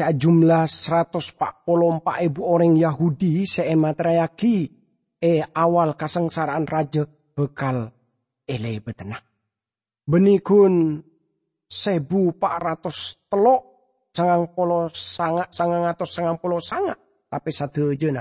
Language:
Madurese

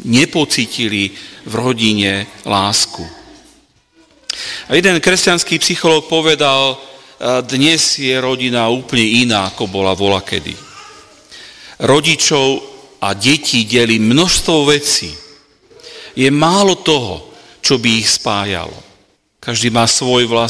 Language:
Slovak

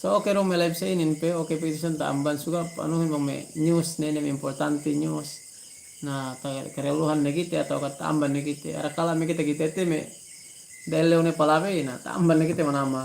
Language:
Yakan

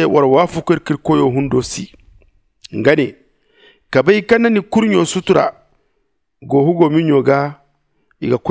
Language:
Zarma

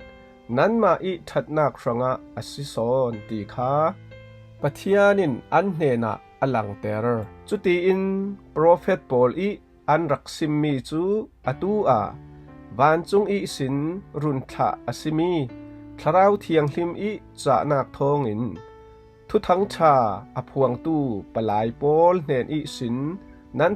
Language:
Falam Chin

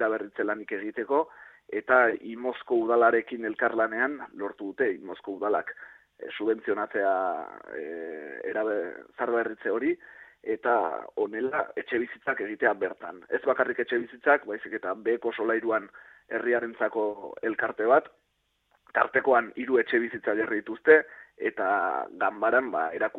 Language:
Basque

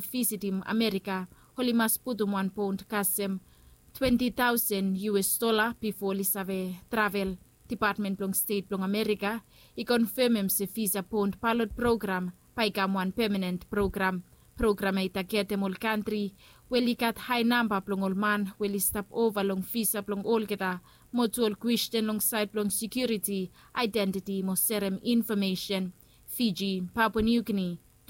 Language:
Bislama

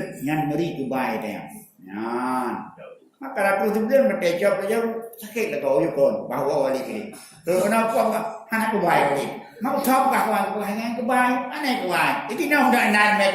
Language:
Achinese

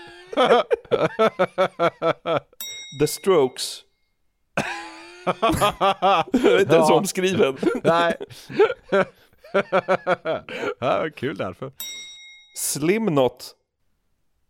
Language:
Swedish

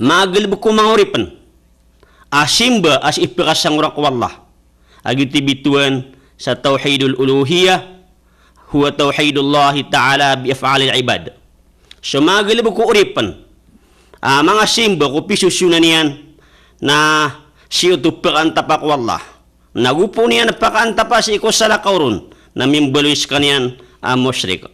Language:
Maranao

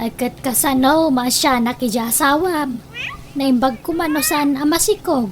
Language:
Iloko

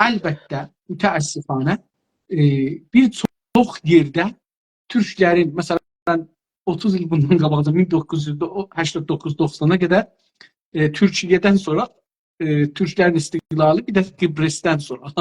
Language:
South Azerbaijani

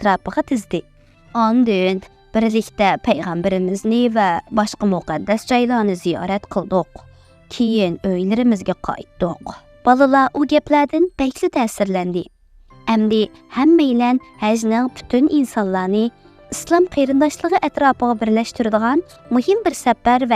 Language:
Uyghur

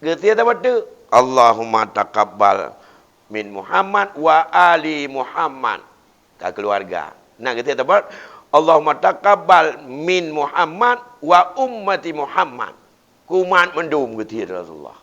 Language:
Achinese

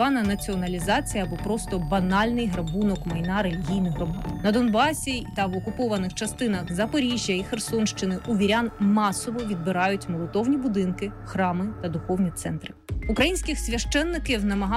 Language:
Ukrainian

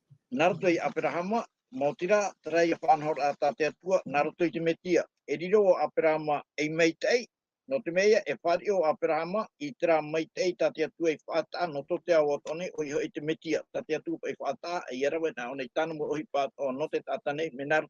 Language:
Tahitian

